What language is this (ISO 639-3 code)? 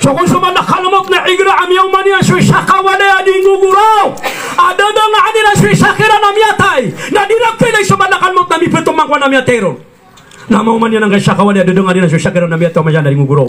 mrw